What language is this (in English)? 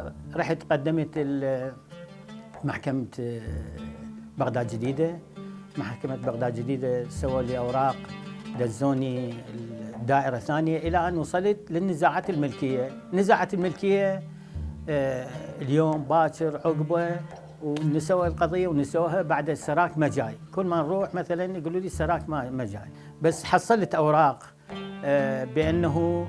Mesopotamian Arabic